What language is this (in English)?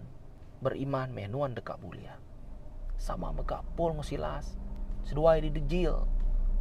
Iban